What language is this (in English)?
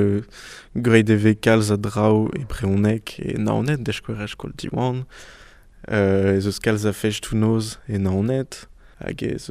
Breton